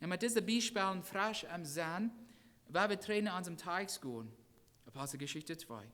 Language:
Plautdietsch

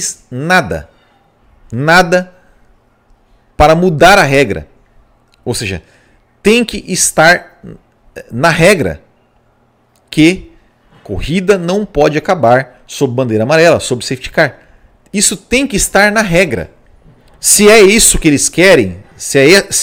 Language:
Portuguese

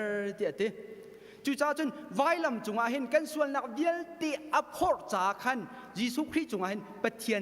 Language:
Hakha Chin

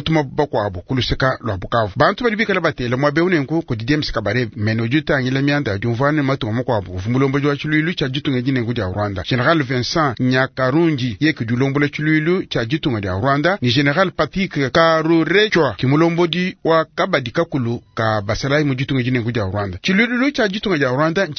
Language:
Luba-Lulua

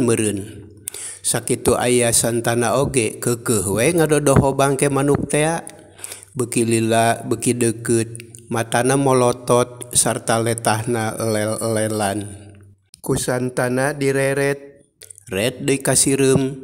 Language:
Sundanese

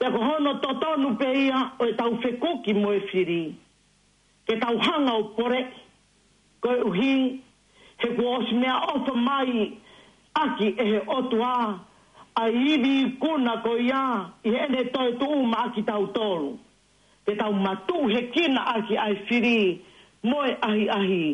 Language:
Tongan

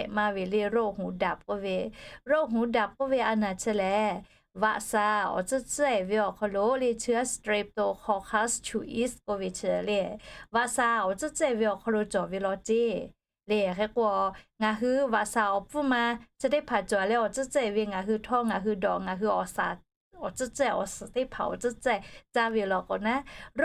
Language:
Lahu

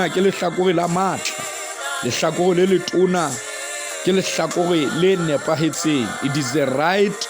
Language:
Southern Sotho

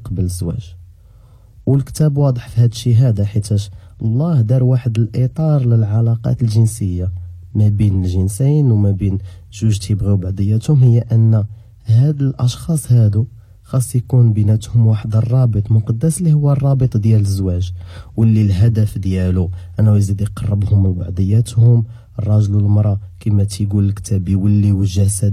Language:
Moroccan Arabic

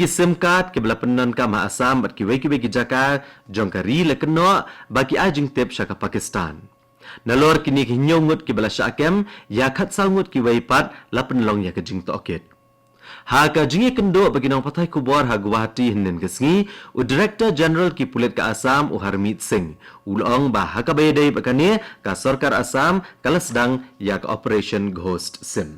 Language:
Khasi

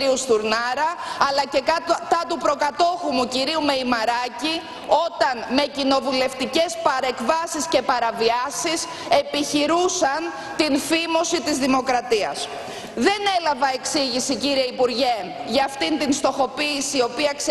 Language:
Greek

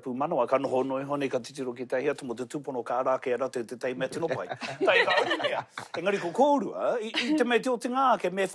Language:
Māori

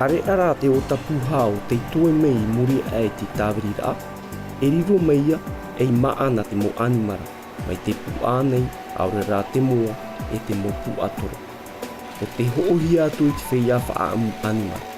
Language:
Tahitian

